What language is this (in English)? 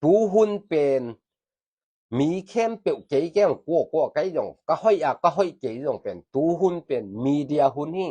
Tedim Chin